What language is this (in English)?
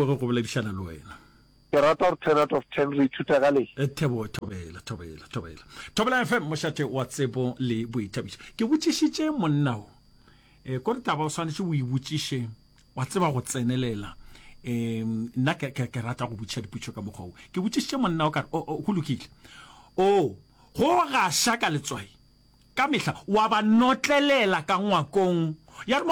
Northern Sotho